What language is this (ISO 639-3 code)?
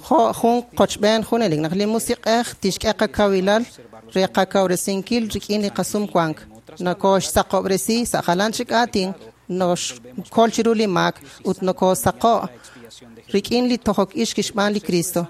kek